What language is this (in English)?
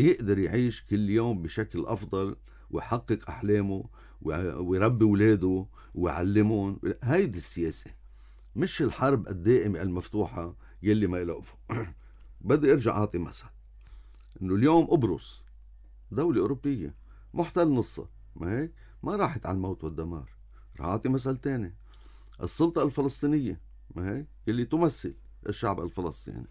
North Levantine Arabic